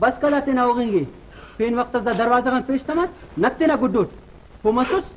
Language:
Brahui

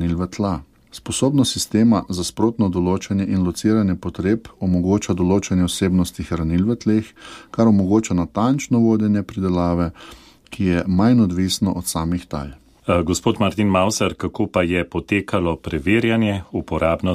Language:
Slovenian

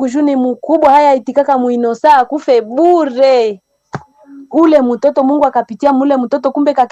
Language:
Swahili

